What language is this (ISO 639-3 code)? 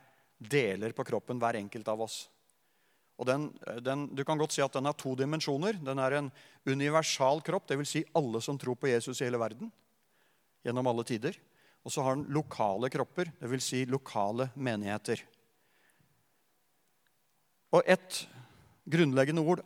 nor